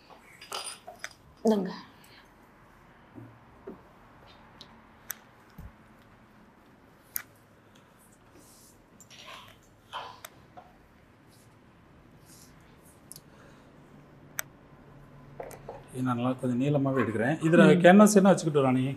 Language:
Tamil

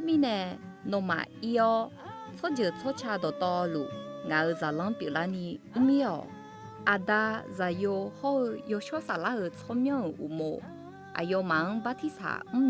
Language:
Akha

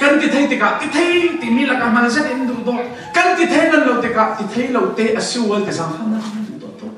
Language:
Falam Chin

